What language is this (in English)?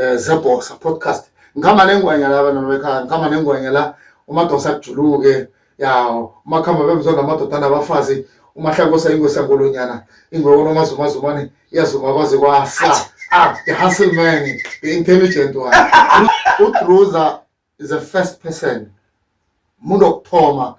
Zulu